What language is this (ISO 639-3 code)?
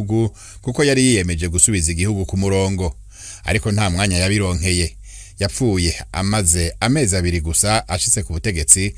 run